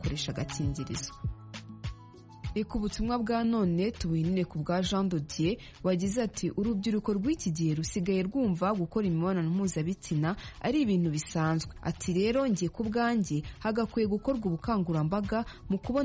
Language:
Kinyarwanda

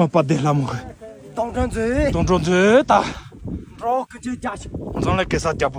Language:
Tibetan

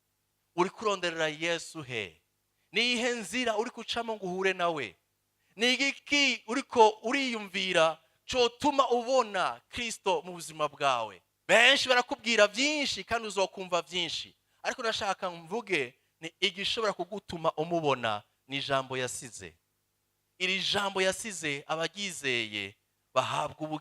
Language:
Rundi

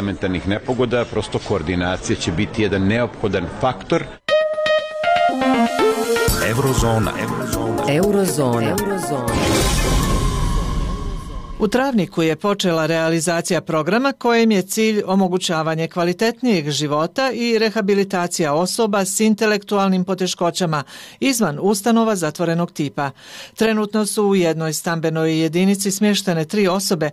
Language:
Bosnian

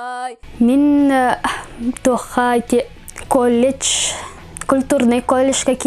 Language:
Yakut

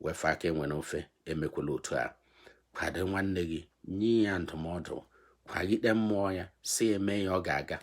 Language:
Igbo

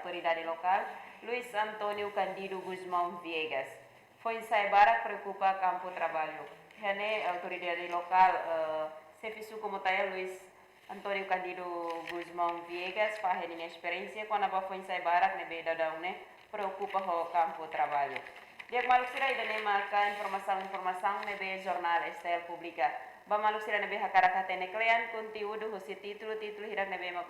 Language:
Tetum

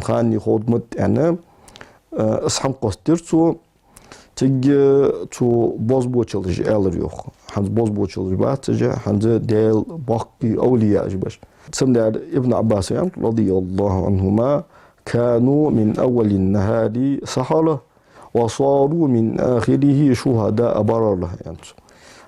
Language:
Ingush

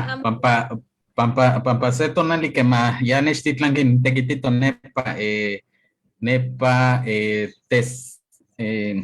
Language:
Eastern Huasteca Nahuatl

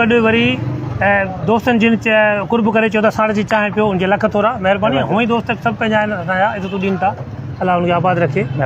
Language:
Sindhi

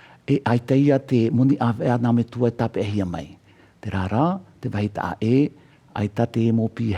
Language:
Tahitian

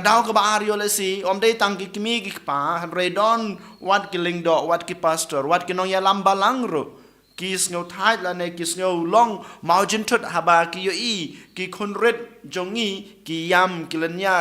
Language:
Khasi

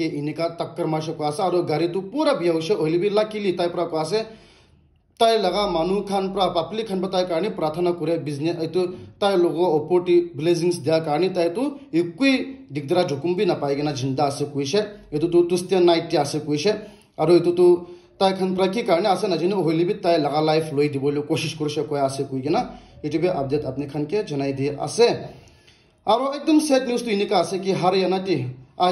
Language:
Naga Pidgin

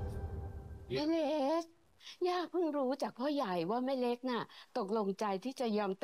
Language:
Thai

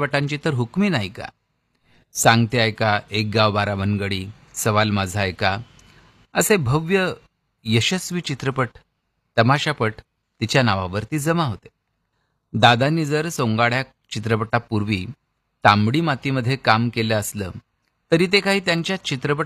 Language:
Marathi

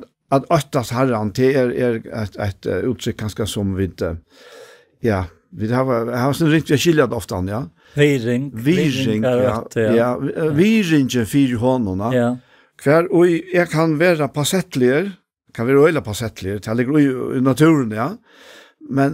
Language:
Faroese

